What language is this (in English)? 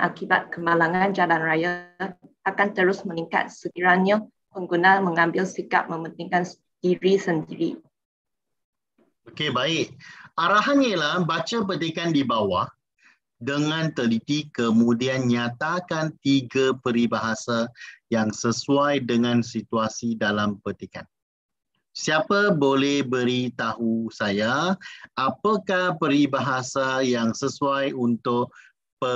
Malay